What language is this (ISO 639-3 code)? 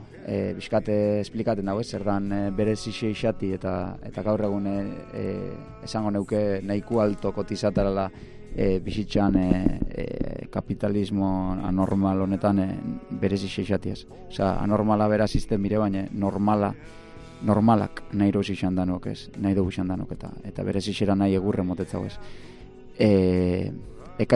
eus